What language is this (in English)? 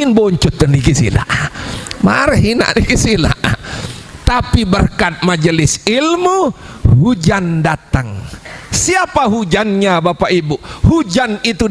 Sasak